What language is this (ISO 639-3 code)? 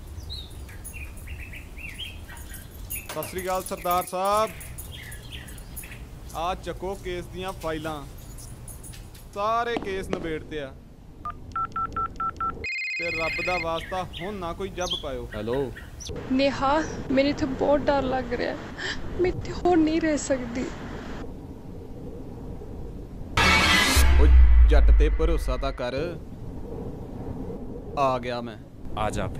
pan